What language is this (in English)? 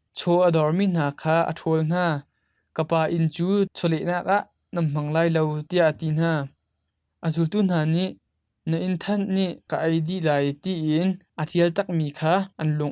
Hakha Chin